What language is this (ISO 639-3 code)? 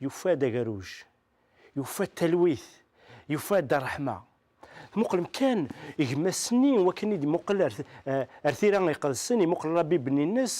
kab